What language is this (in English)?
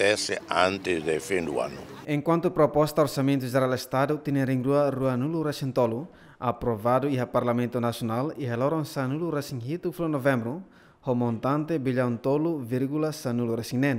Tetum